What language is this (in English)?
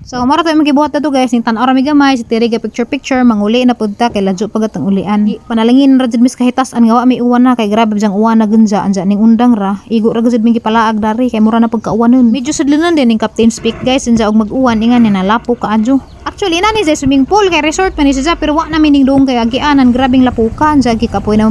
Cebuano